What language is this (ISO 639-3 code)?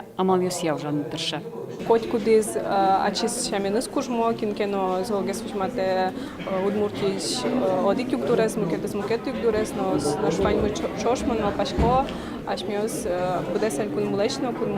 udm